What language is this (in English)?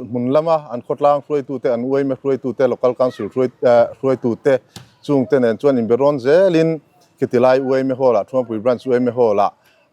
Mizo